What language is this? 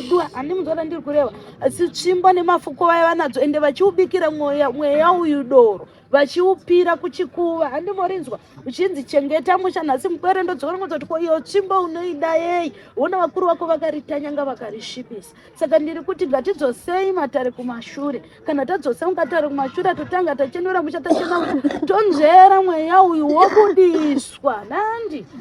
Shona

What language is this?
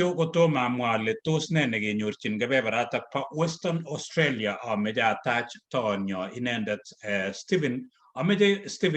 Kalenjin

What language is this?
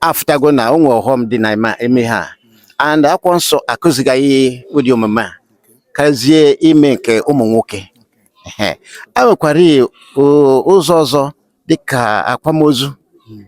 Igbo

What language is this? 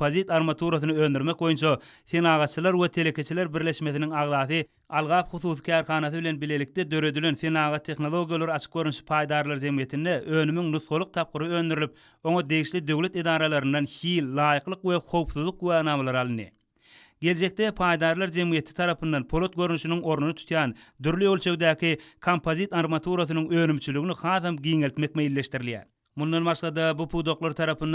Turkmen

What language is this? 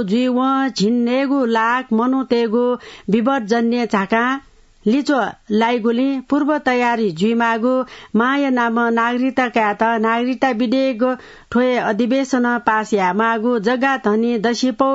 Newari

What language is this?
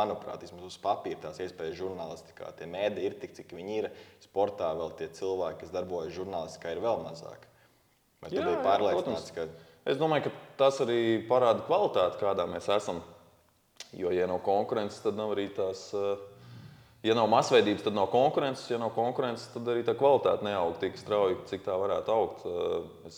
Latvian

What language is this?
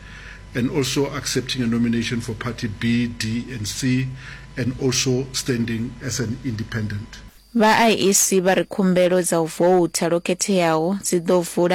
Venda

